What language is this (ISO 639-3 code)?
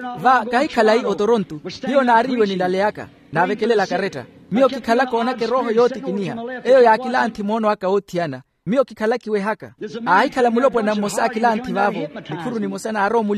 vmw